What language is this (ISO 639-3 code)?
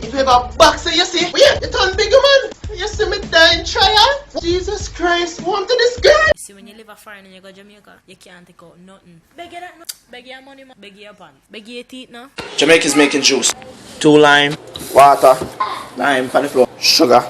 jam